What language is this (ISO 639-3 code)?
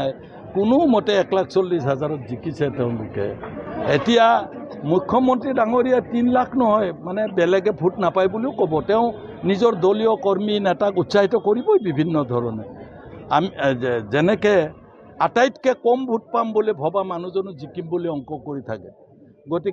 asm